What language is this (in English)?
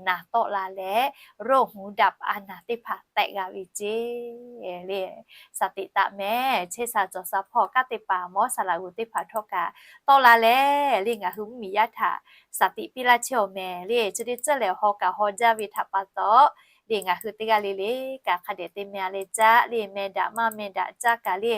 Lahu